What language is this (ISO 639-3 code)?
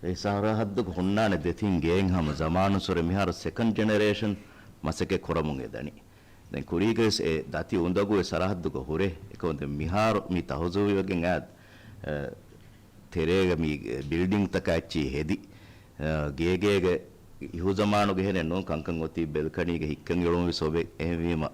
div